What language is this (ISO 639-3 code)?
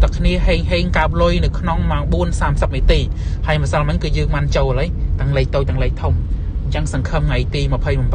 khm